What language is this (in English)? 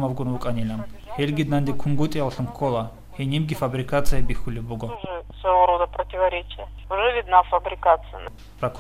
Avaric